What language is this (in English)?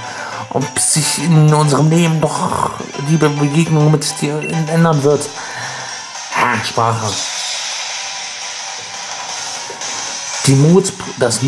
German